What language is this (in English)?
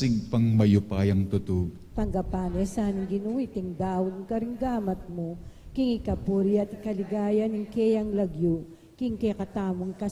Pampanga